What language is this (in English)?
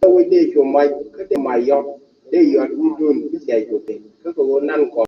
Nuer